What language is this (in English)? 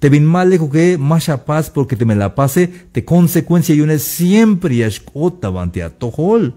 Tzeltal